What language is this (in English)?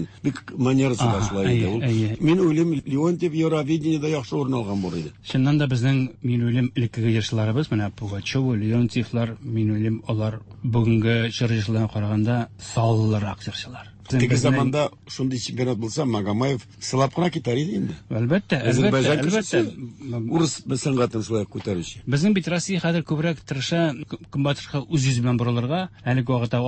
Tatar